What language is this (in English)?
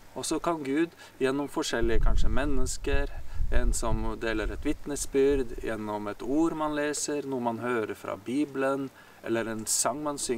Norwegian